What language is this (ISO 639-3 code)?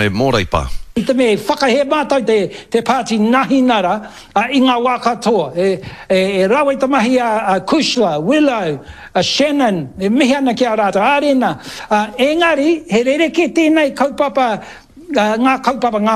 mri